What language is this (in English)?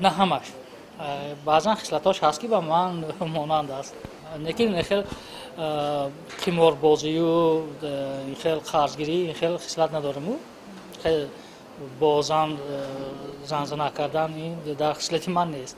Tajik